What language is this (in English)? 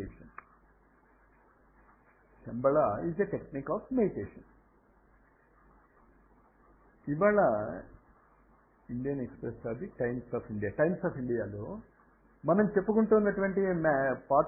Telugu